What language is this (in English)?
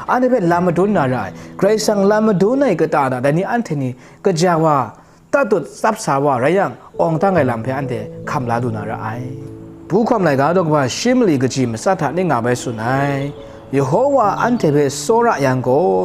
Kachin